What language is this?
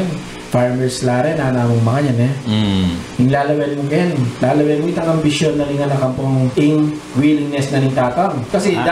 Pampanga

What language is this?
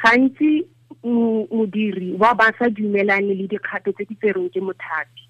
Tswana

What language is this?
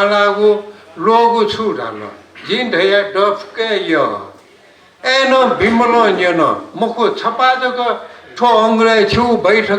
Newari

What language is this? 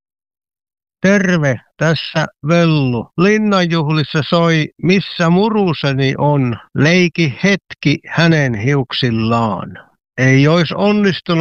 Finnish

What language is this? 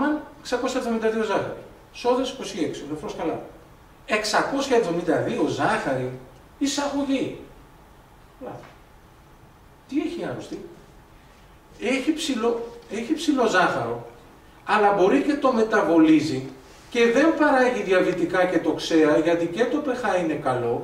Greek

